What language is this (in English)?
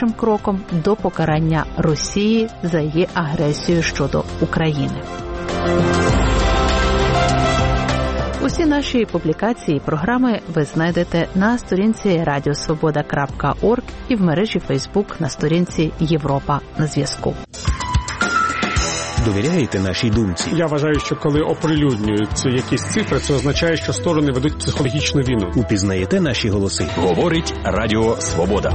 Ukrainian